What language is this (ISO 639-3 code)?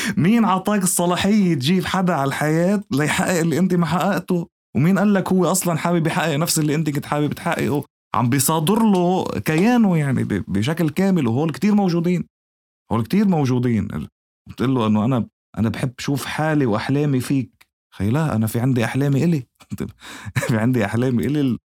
apc